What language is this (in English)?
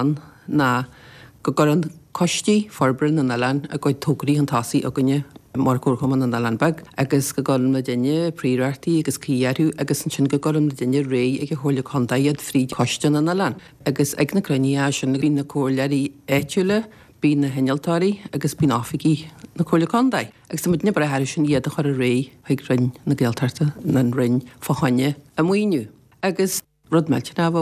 Irish